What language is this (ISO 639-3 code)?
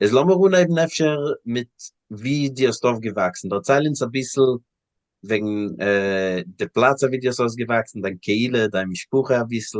yid